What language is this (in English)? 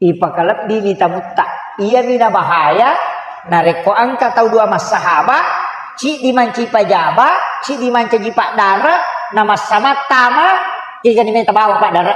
Buginese